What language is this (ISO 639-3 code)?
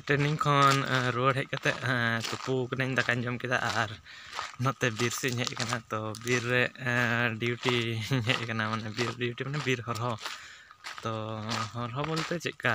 sat